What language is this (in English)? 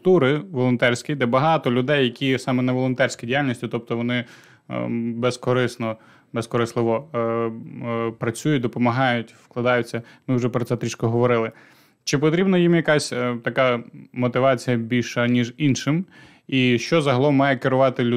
Ukrainian